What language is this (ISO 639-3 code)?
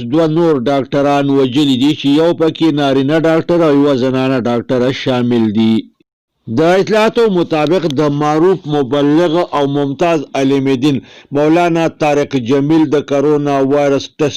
pus